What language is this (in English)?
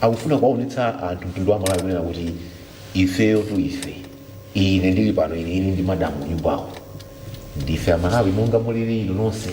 Nyanja